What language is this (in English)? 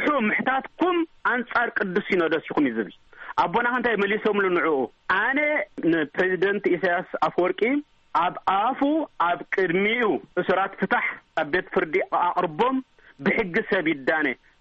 Tigrinya